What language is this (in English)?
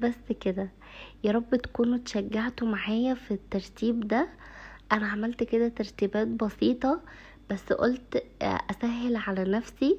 Egyptian Arabic